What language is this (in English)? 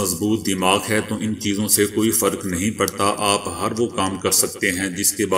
Urdu